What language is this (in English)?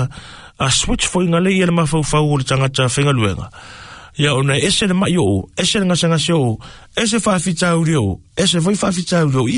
Samoan